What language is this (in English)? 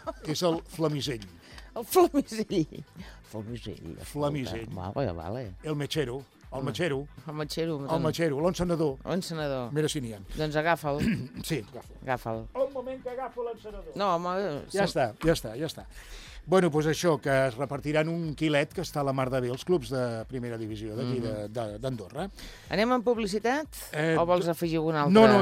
Catalan